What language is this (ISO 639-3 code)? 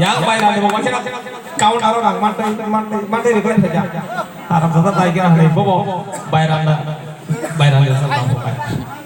trp